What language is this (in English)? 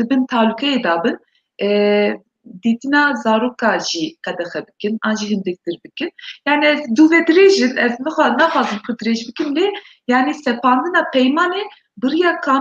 Kurdish